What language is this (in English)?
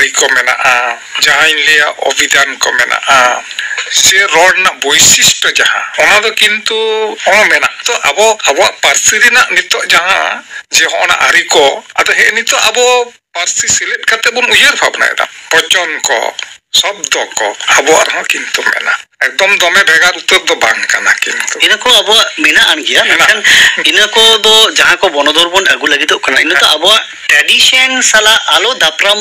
Santali